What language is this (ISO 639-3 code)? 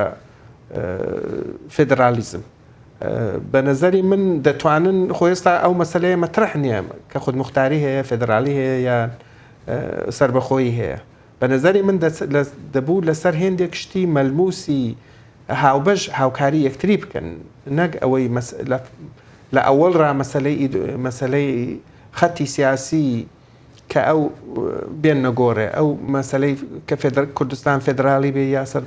ckb